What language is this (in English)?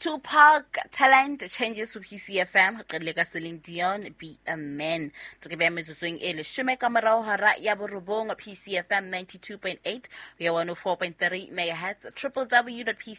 Southern Sotho